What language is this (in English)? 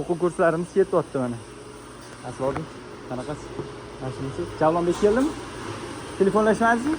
Uzbek